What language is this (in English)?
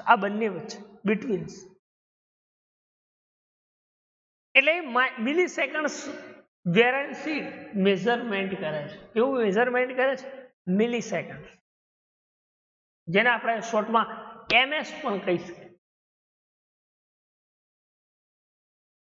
Gujarati